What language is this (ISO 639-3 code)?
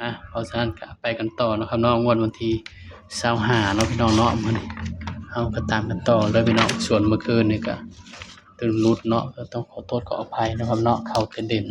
tts